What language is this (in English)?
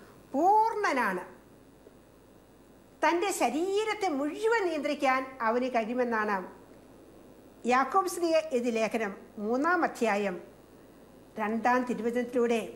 Malayalam